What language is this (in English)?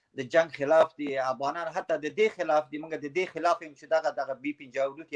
Pashto